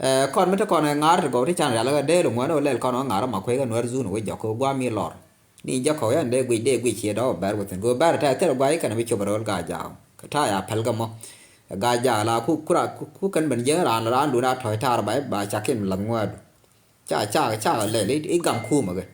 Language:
Nuer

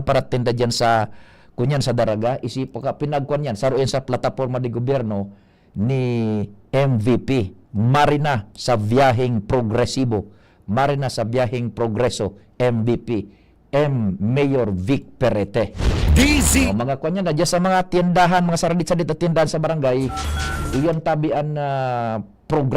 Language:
Bikol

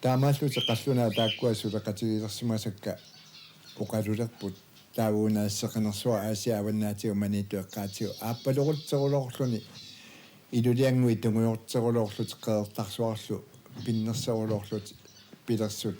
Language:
Kalaallisut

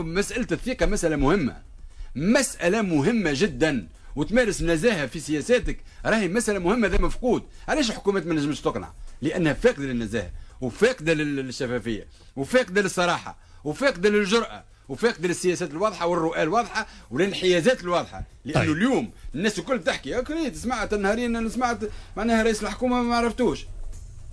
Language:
Tunisian Arabic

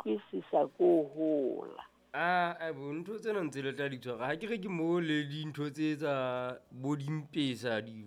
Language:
Southern Sotho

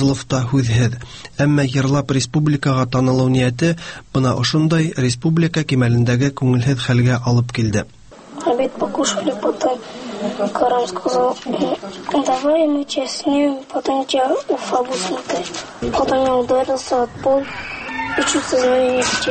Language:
Tatar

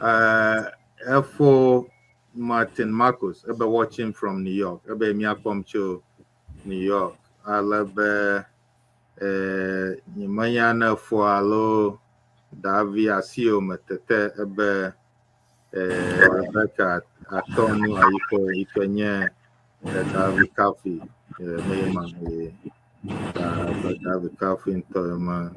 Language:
Ewe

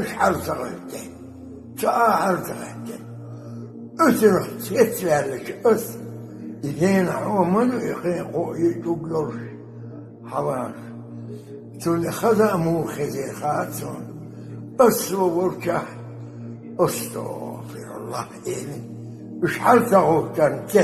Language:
Chechen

